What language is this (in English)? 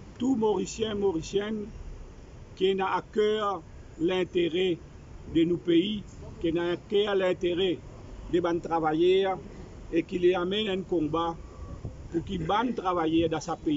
Morisyen